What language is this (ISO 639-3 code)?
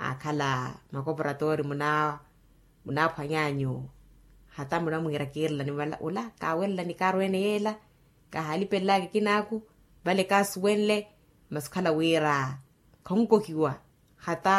vmw